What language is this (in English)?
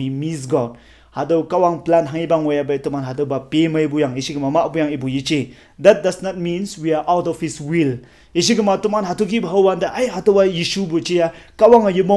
Konyak Naga